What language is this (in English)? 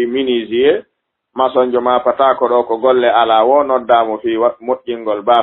Fula